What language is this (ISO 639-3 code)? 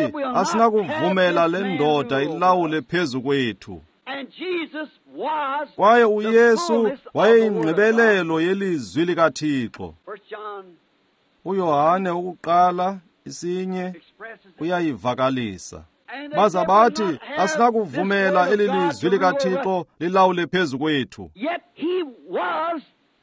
xho